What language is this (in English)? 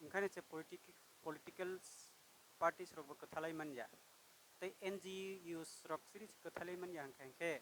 Kok Borok